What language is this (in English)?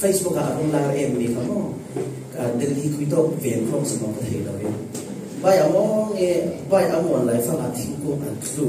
Falam Chin